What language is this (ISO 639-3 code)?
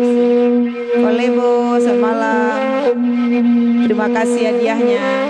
min